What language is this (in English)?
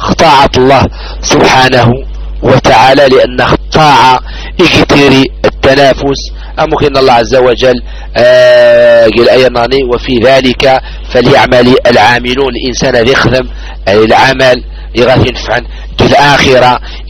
Arabic